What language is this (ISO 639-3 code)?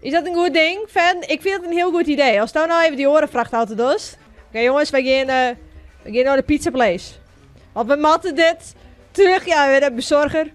fry